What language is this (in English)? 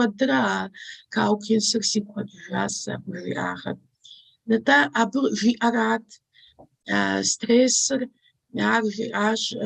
Kabardian